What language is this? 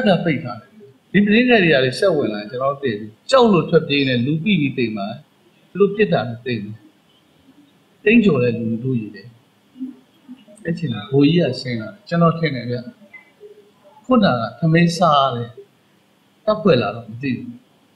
Burmese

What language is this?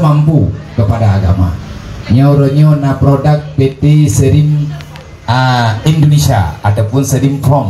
Achinese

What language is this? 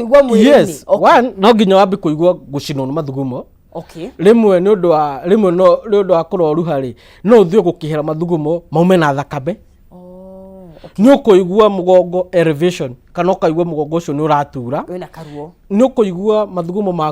Kikuyu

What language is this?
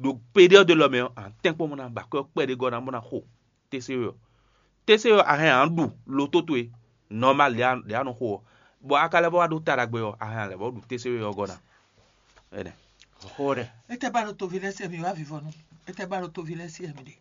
Fon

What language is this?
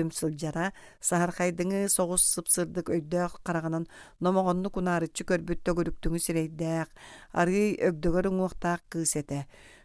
Yakut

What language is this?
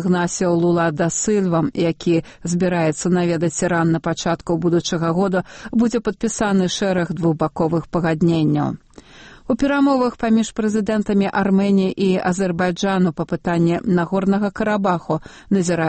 Belarusian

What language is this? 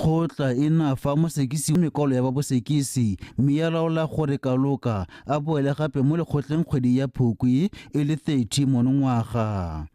Tswana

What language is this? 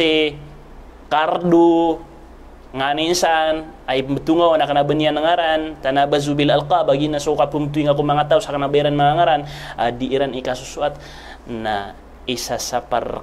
Maranao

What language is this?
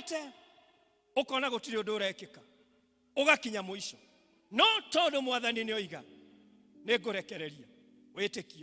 Kikuyu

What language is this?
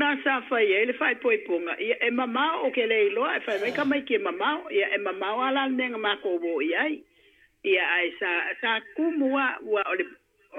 Samoan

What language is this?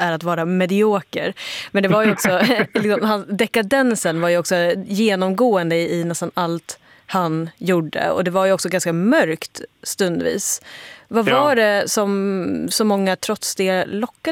Swedish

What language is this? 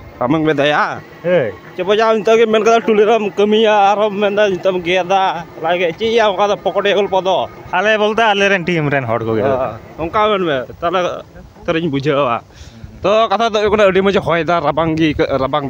Santali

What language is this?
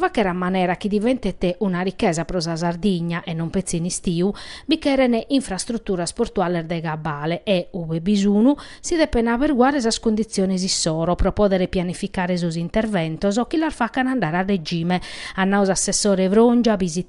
Sardinian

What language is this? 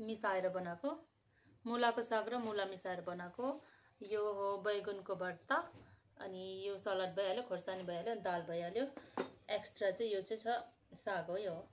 Nepali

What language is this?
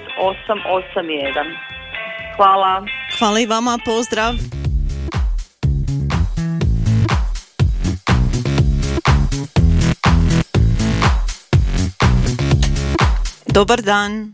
Croatian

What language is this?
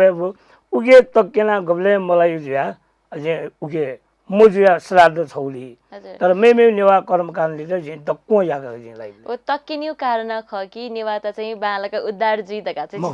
Newari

